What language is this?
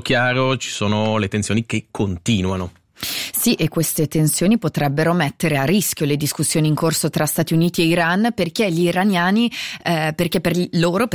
Italian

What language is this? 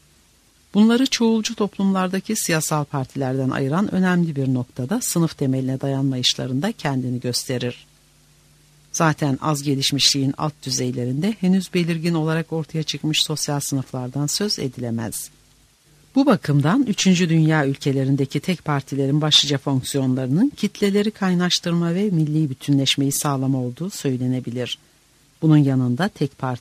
Turkish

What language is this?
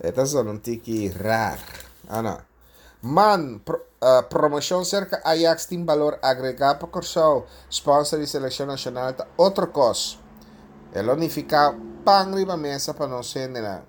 Papiamento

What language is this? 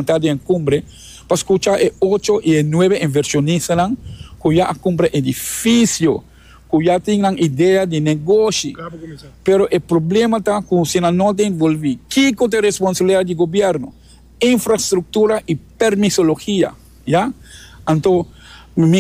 Papiamento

